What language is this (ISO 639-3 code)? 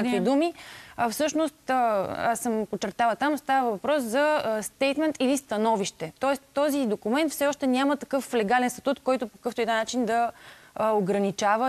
bul